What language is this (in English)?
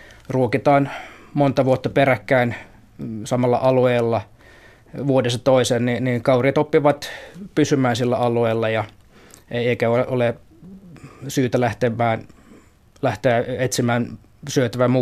Finnish